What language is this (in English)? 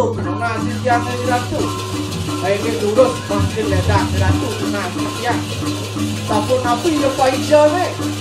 Balinese